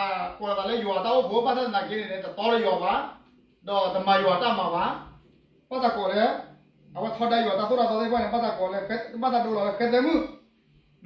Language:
S'gaw Karen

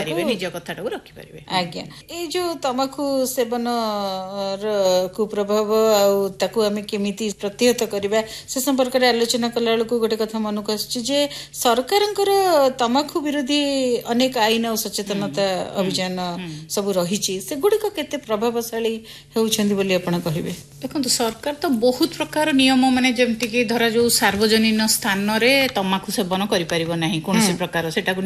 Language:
Odia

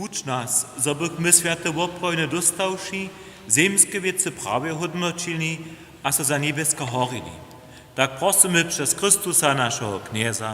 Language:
Upper Sorbian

